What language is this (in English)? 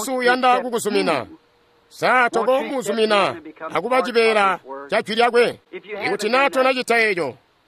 Tonga (Zambia)